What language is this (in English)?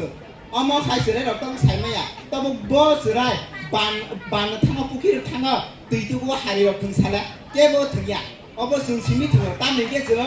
Kok Borok